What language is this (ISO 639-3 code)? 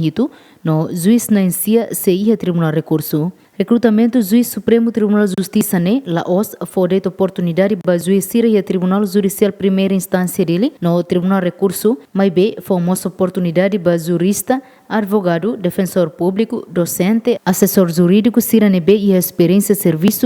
tet